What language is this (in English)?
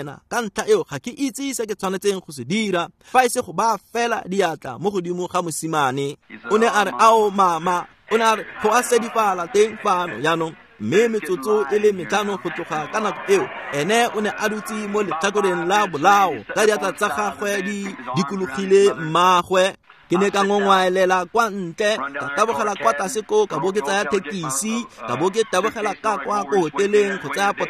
Tswana